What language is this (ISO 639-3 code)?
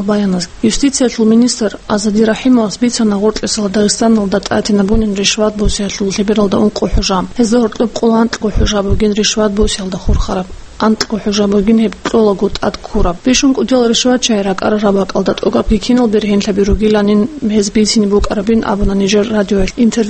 ava